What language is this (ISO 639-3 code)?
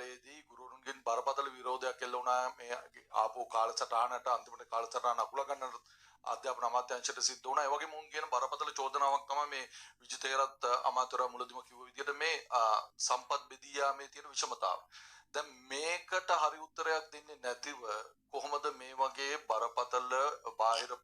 sin